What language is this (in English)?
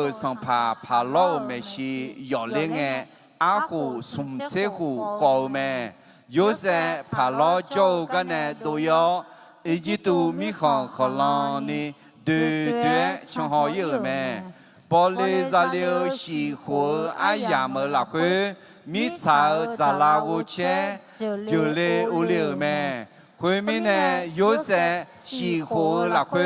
Akha